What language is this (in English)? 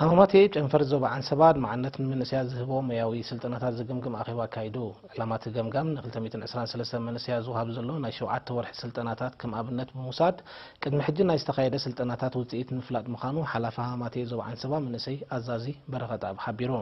Tigrinya